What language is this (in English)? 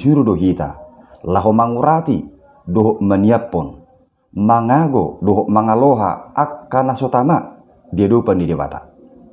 Batak Toba